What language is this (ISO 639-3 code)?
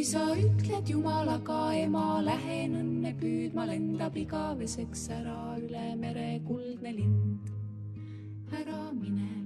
est